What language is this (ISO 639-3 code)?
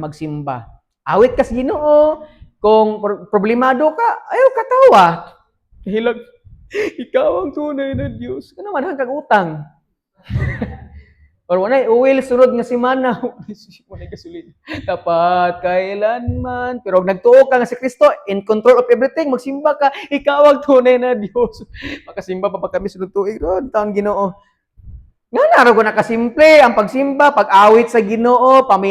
ceb